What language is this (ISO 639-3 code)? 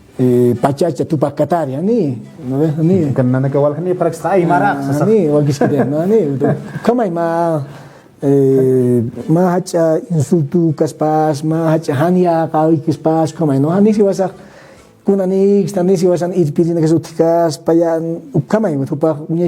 aym